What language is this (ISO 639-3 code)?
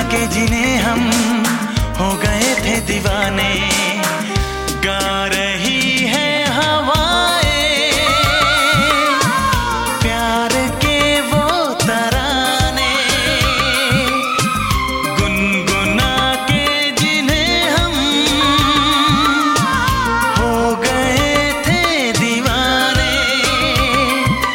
hin